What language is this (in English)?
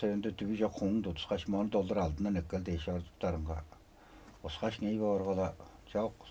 Tuvinian